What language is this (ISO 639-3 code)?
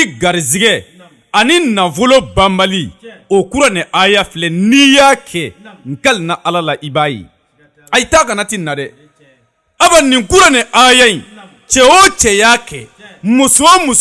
bam